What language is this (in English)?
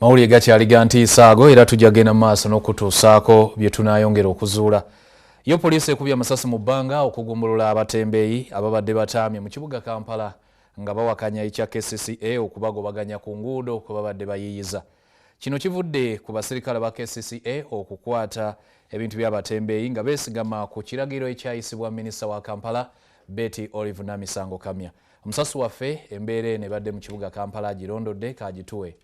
Ganda